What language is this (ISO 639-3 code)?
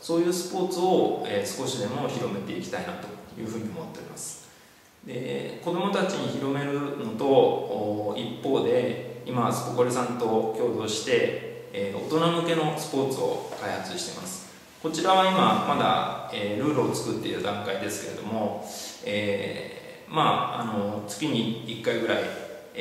jpn